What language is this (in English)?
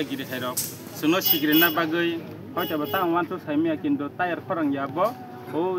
Kok Borok